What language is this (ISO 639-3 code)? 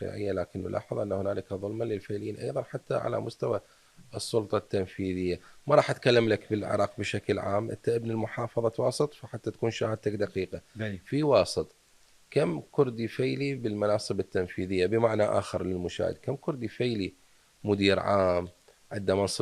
acm